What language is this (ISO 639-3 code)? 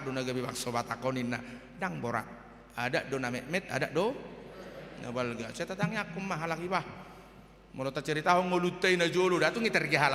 bbc